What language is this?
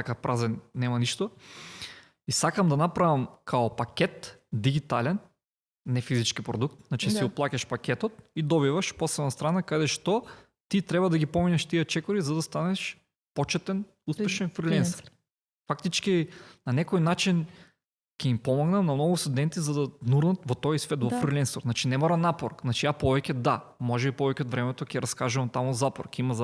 Macedonian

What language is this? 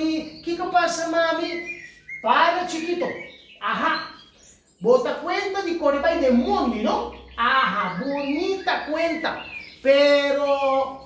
Papiamento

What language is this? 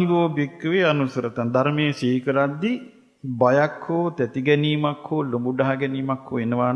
Sinhala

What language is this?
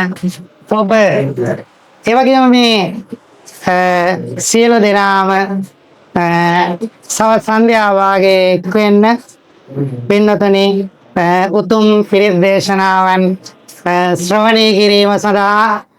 Sinhala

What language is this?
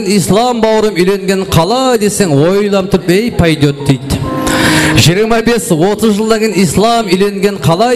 Kara-Kalpak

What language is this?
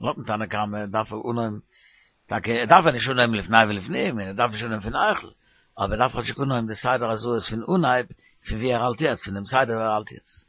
Yiddish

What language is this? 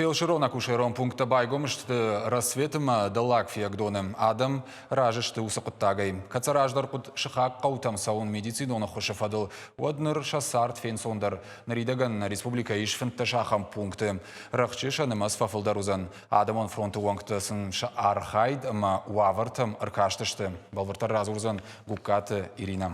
Ossetic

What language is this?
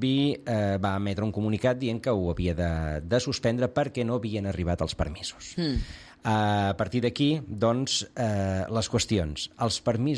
Catalan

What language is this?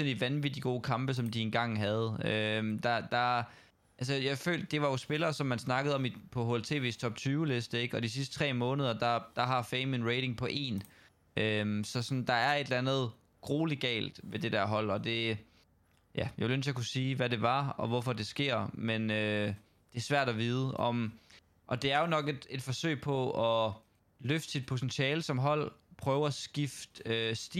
Danish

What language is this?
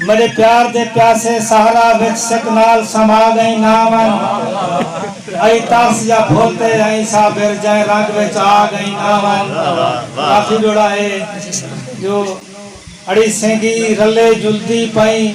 Saraiki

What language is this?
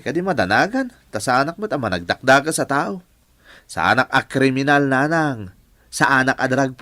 Iloko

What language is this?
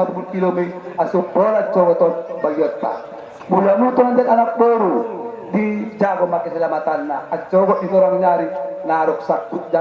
Batak Angkola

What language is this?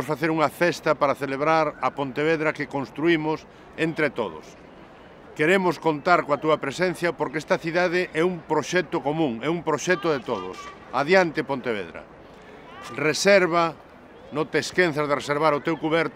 Galician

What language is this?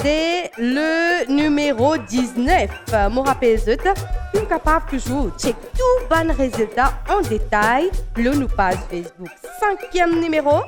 Morisyen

